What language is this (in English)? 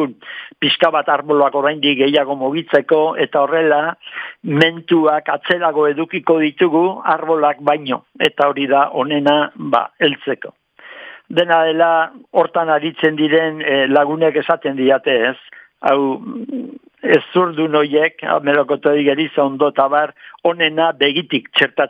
Basque